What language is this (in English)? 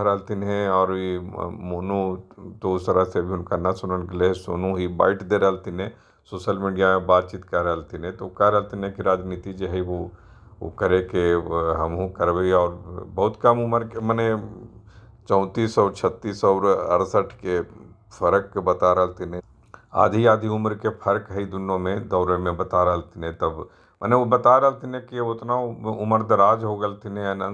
Magahi